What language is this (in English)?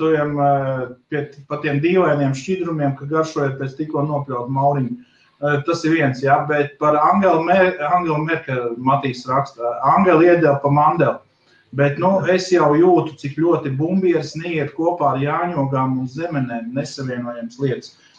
Latvian